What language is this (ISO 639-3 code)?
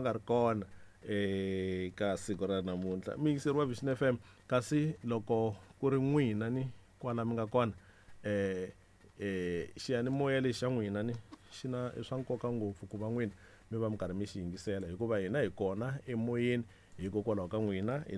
tso